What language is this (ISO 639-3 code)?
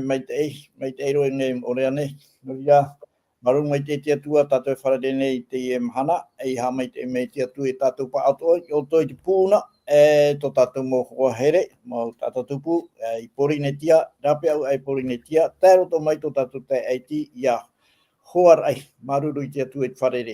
tah